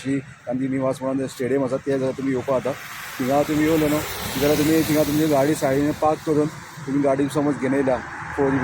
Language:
Konkani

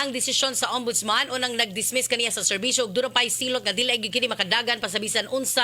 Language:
Cebuano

